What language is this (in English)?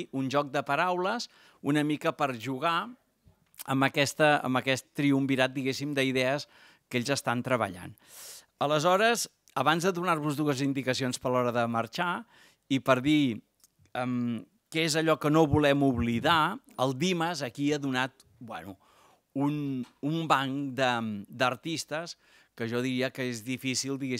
Catalan